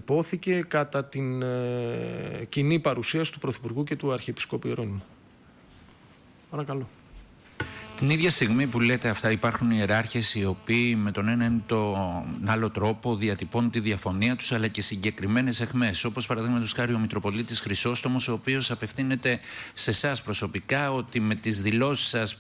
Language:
Greek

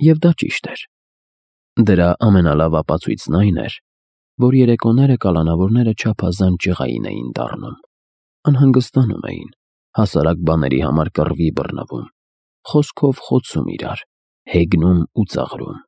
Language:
Armenian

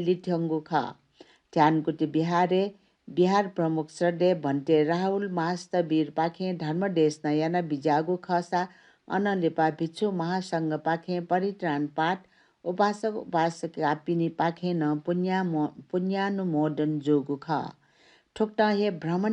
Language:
Newari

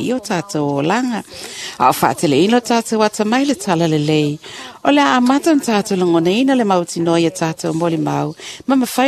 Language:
Samoan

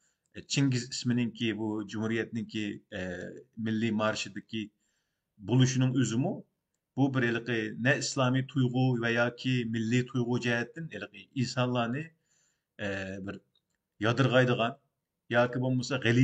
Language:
Uyghur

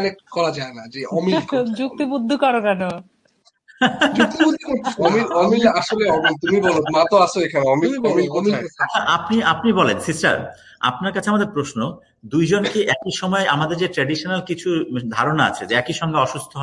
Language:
Bangla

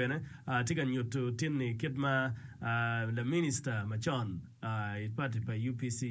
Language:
Acoli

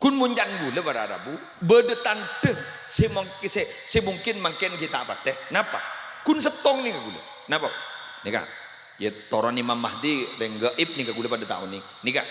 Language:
Madurese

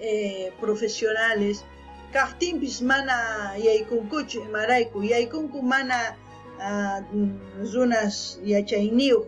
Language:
South Bolivian Quechua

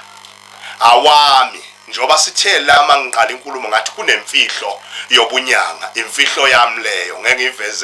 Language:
Zulu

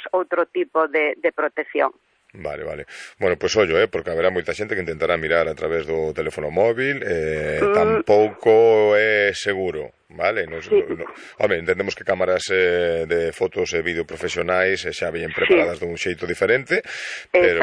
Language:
Galician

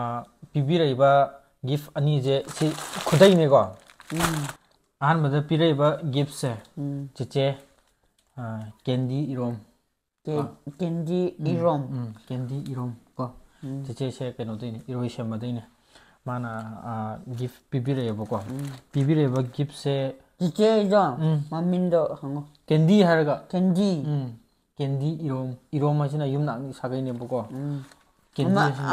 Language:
Manipuri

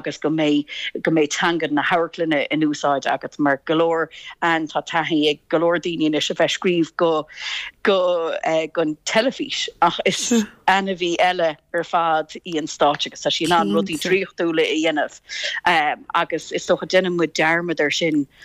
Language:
Irish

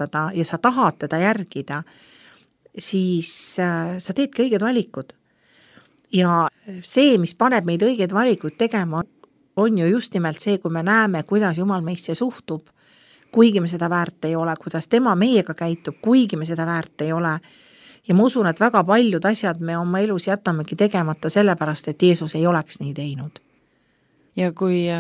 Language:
Estonian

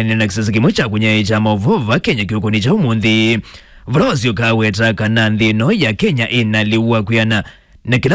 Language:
Kamba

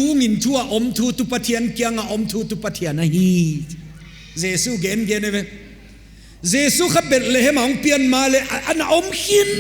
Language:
Paite Chin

